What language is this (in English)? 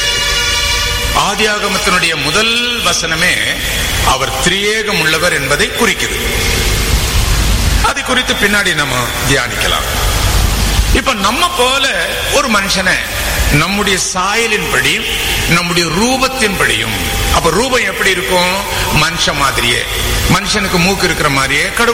Tamil